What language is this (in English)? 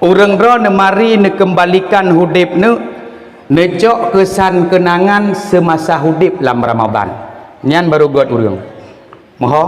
Achinese